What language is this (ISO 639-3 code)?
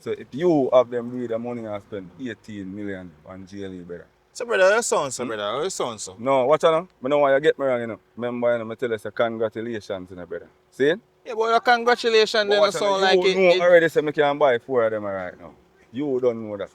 jam